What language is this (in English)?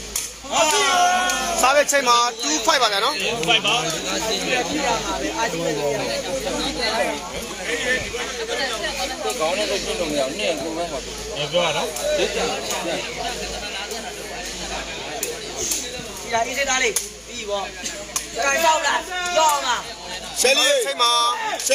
Burmese